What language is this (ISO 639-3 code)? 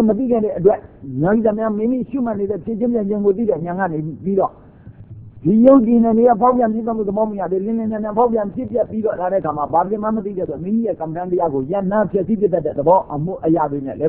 mya